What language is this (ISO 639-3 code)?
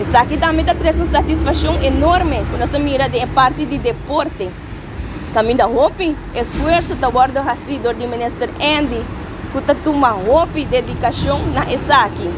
pap